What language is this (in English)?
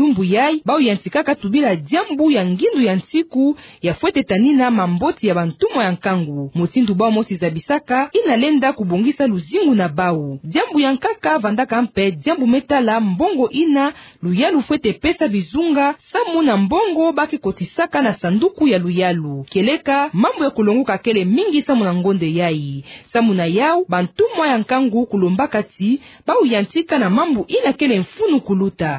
Kituba (Democratic Republic of Congo)